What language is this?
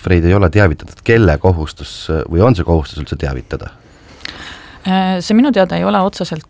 Estonian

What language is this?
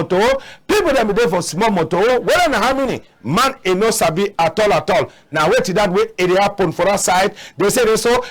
Cameroon Pidgin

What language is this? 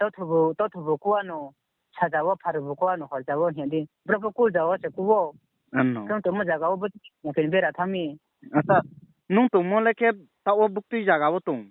Riang (India)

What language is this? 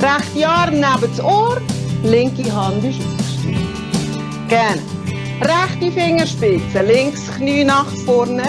Swiss German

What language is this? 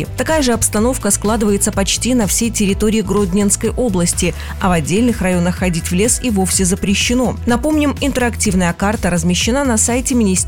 Russian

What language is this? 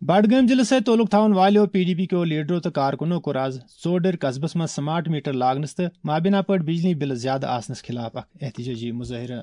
Kashmiri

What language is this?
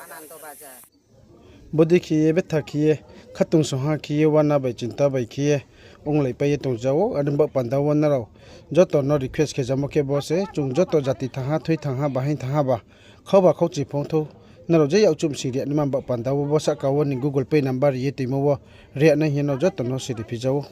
Riang (India)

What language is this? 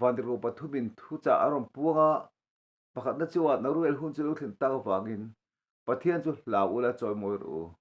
Mizo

